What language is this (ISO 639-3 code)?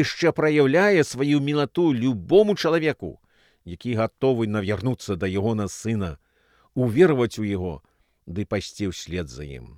bel